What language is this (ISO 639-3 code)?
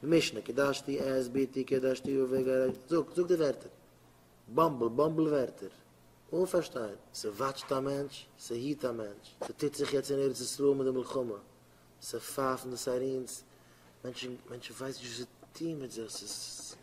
yid